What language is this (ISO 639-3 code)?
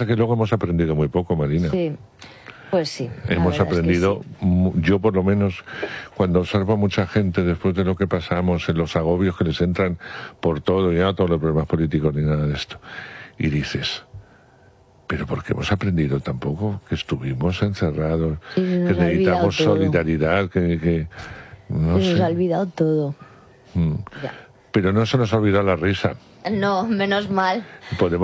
spa